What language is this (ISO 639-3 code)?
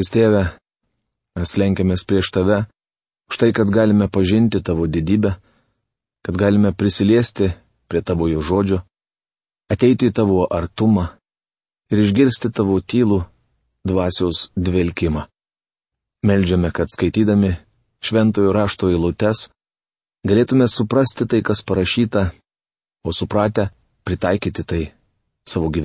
lit